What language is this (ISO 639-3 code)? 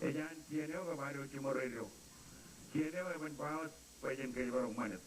mah